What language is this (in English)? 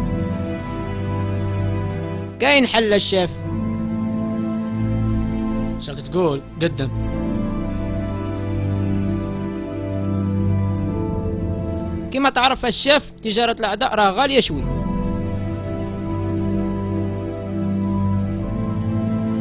Algerian Arabic